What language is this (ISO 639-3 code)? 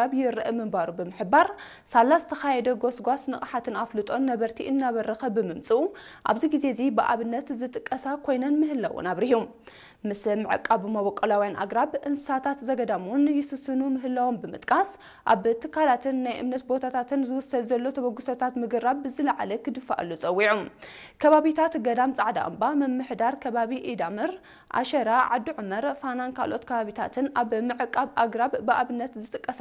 tir